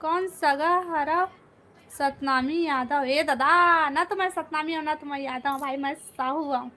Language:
Chhattisgarhi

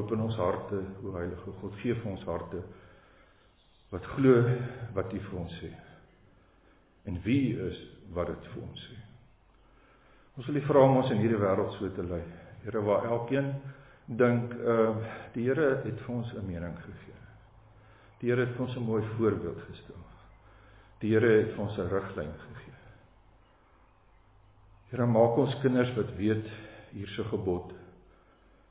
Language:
Afrikaans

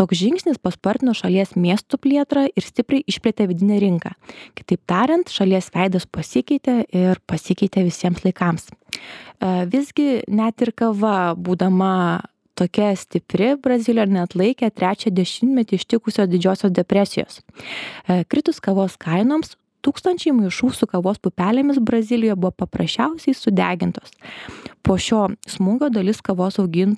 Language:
Lithuanian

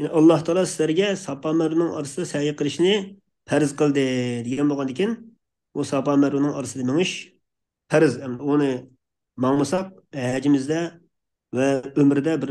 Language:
Uyghur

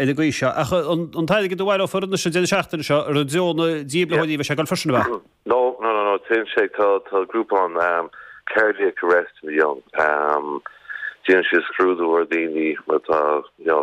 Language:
Irish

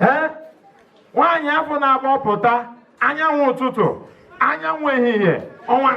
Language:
Igbo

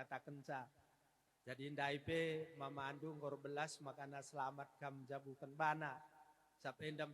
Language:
Batak Karo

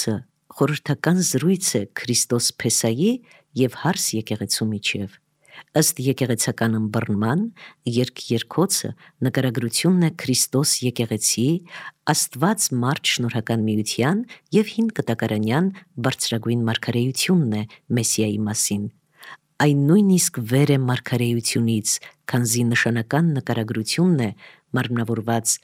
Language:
Armenian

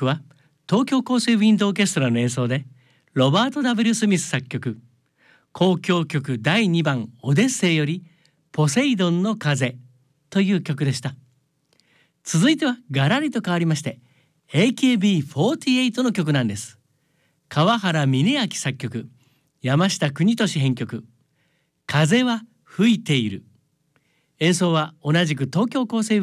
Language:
Japanese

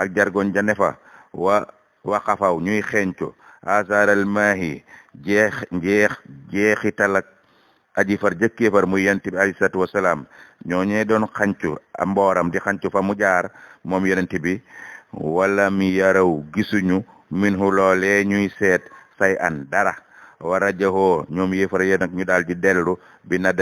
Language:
Wolof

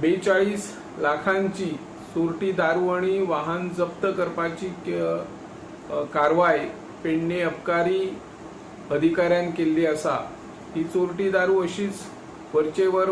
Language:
Konkani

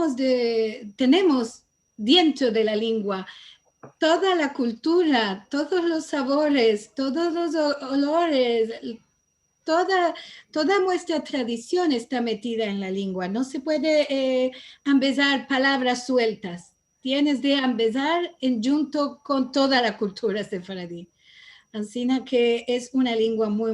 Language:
Ladino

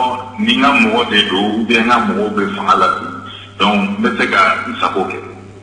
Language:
Bambara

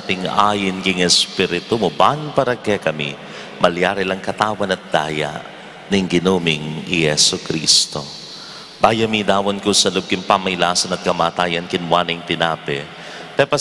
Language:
Pampanga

